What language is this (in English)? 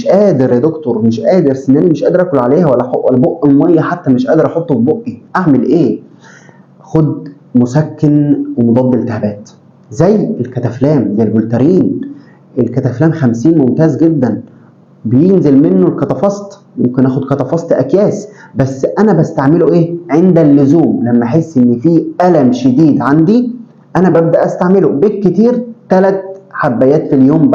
Egyptian Arabic